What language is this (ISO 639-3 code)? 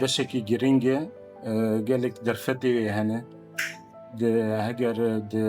kur